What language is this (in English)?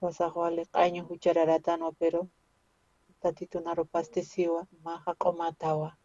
Aymara